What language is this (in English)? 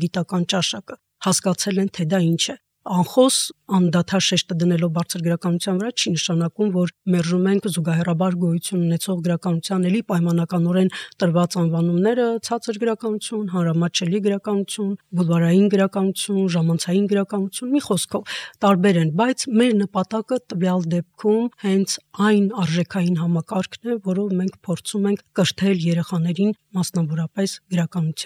Armenian